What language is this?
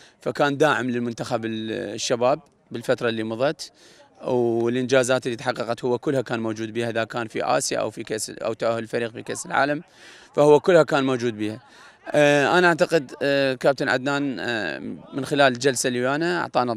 Mesopotamian Arabic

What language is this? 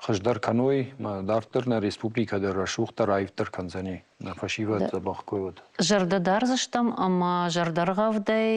Ossetic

